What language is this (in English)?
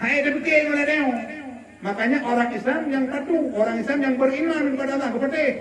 Achinese